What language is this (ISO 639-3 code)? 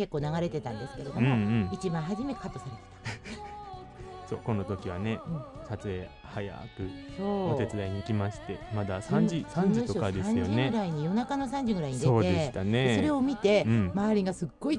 jpn